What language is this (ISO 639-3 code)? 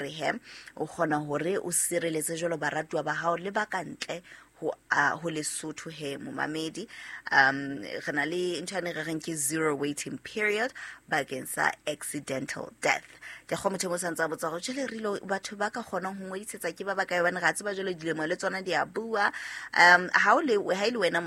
sot